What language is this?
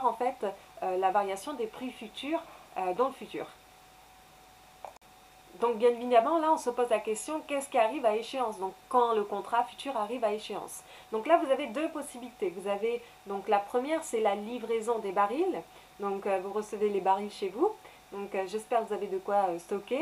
French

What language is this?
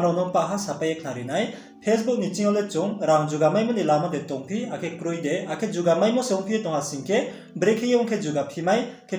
Riang (India)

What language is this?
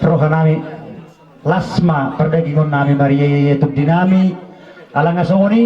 Batak Toba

